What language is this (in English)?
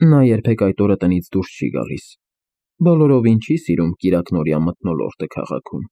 Armenian